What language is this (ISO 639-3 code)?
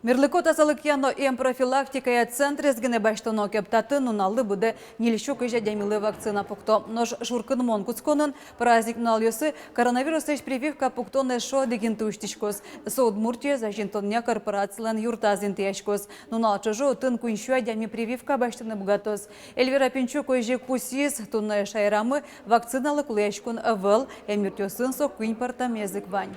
udm